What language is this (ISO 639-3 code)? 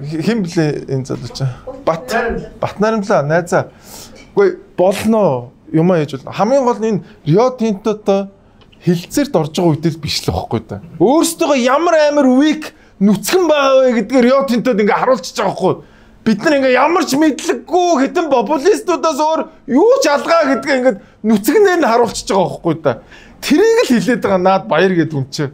mon